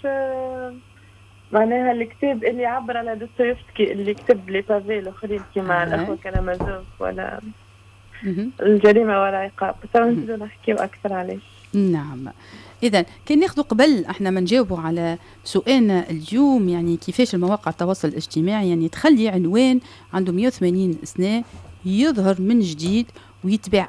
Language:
Tunisian Arabic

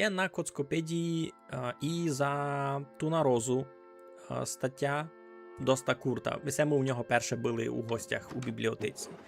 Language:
Rusyn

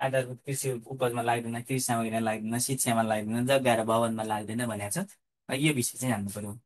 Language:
Nepali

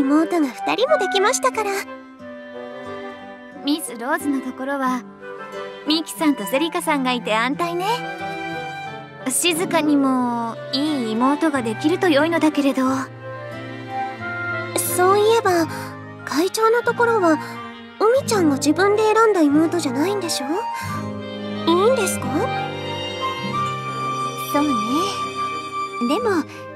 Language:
Japanese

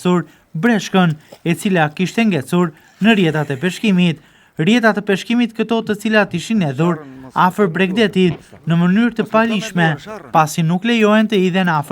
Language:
Albanian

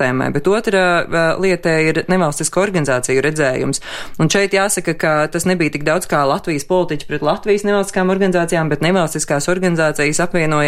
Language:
Latvian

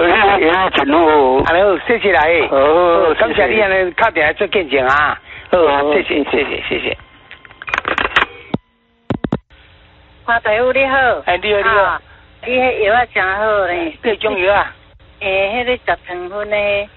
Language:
Min Nan Chinese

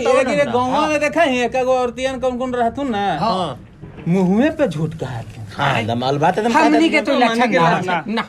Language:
Magahi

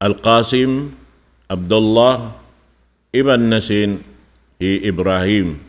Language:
Tausug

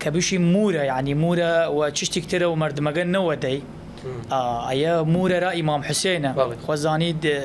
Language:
Southern Kurdish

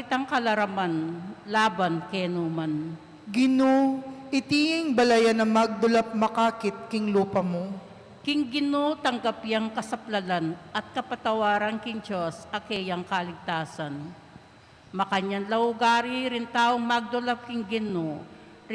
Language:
Pampanga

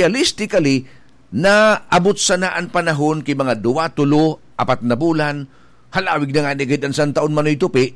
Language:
Bikol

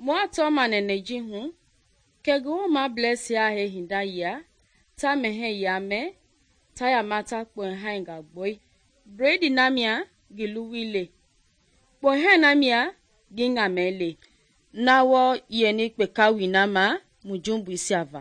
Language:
Mende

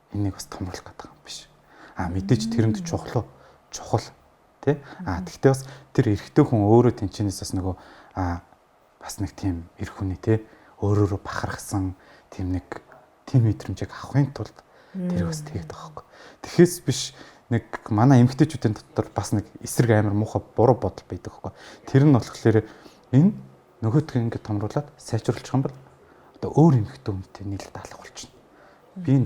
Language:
Mongolian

